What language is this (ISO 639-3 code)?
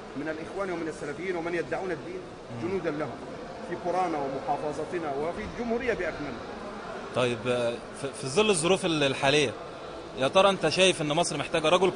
arz